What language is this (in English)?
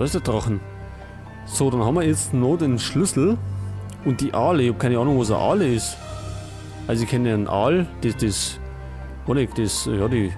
Bavarian